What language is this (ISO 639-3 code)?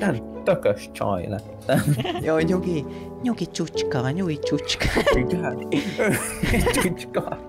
hun